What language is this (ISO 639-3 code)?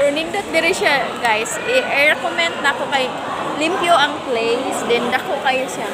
ceb